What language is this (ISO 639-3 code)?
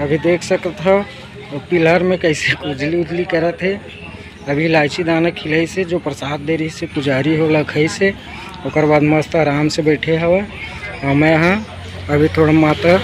hne